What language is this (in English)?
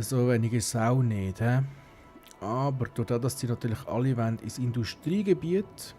Swiss German